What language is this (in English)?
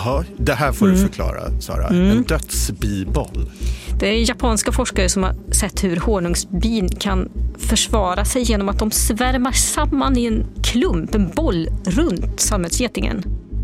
Swedish